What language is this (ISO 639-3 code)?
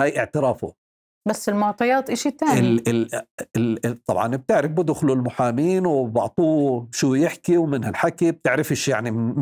apc